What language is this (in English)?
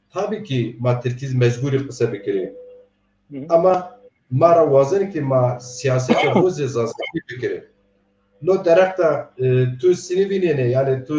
Zaza